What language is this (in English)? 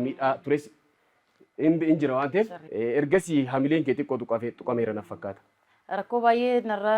Oromo